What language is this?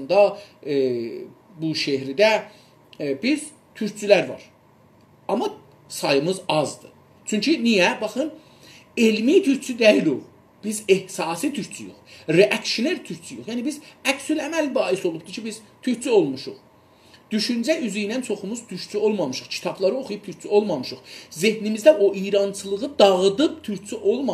South Azerbaijani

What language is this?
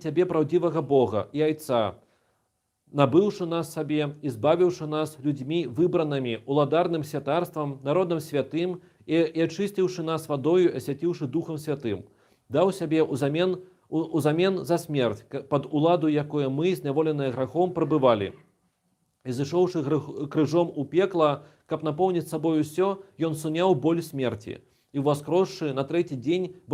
Belarusian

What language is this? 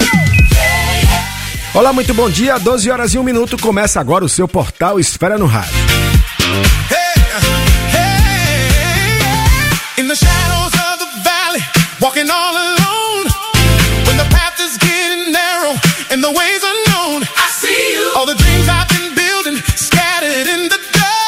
Portuguese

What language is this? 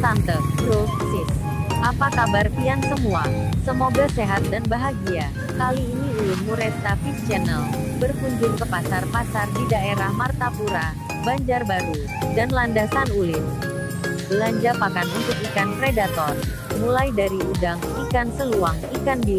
Banjar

